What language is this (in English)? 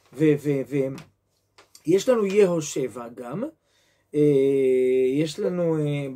Hebrew